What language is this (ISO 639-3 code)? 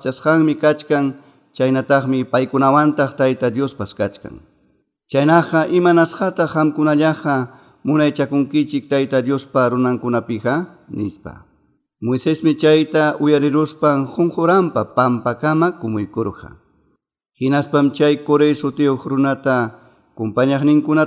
quy